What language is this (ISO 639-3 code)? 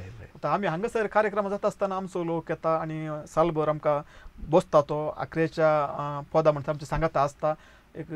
kok